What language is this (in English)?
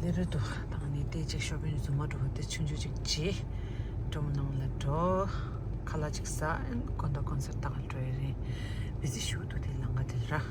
Tibetan